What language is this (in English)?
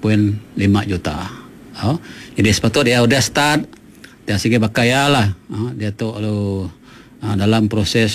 Iban